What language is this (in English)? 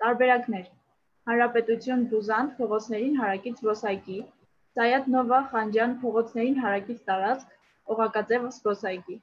Armenian